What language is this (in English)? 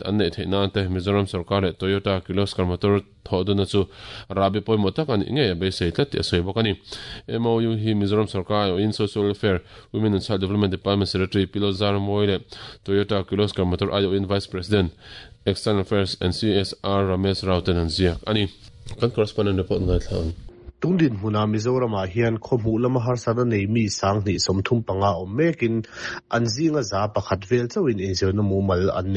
Mizo